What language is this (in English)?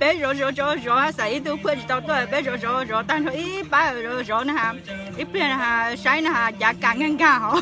Hmong